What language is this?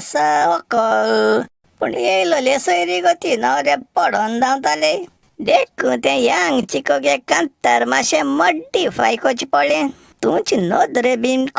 Konkani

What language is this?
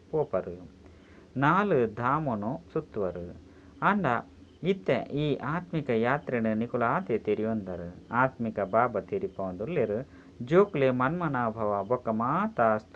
Tulu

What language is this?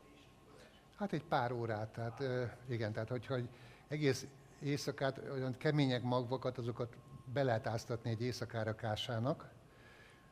Hungarian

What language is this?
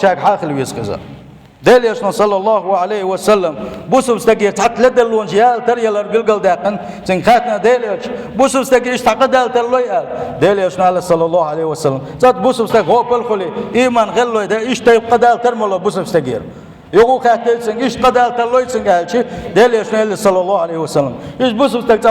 Chechen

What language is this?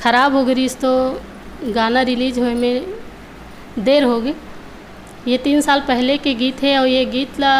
Chhattisgarhi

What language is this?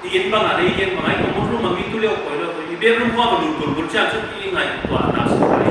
Paite Chin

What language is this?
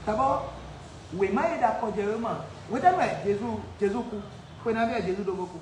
Fon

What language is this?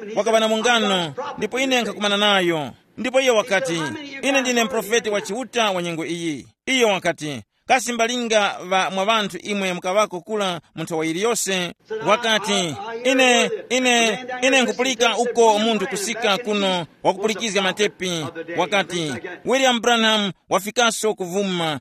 Tumbuka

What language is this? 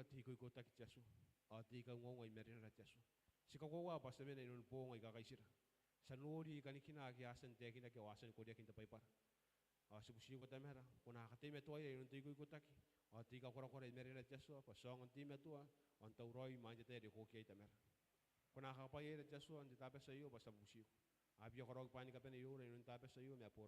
Gilbertese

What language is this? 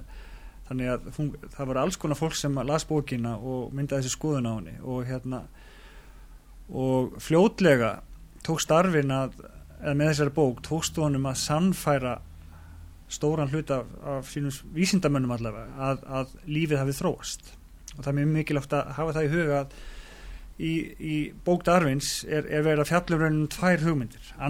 Icelandic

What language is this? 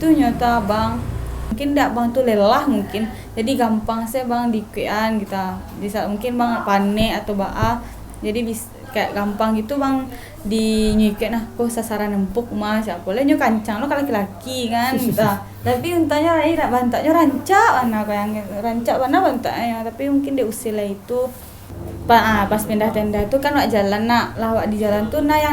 Minangkabau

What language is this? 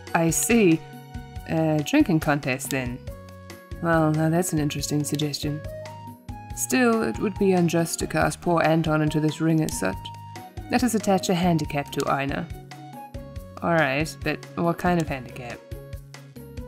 English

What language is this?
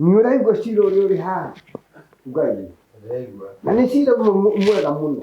Kikuyu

